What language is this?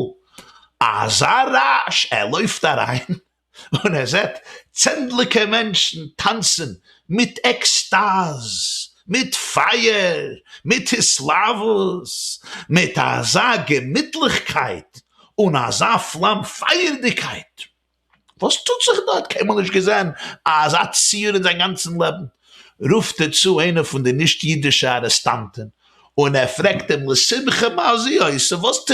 Yiddish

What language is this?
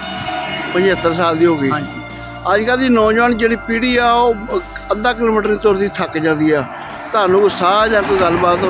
Punjabi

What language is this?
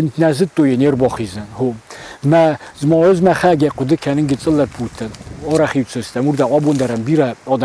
Ossetic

